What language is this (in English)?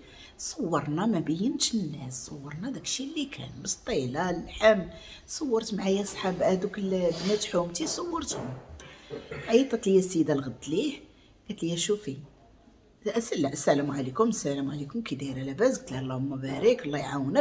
Moroccan Arabic